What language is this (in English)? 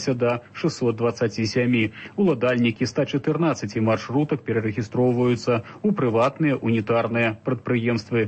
Belarusian